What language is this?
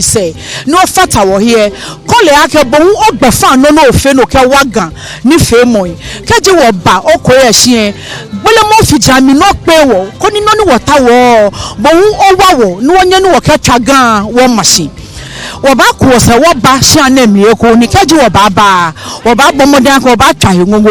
Ga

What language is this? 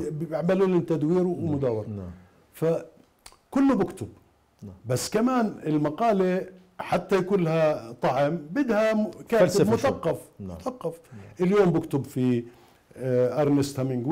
Mesopotamian Arabic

